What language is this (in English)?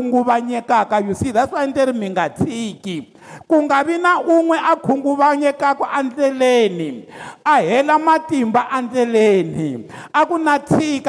Tsonga